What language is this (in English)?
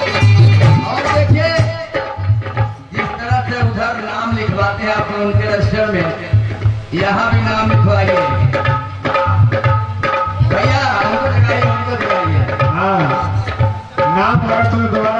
Bhojpuri